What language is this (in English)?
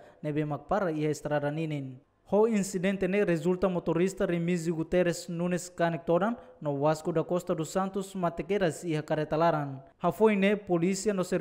Tetum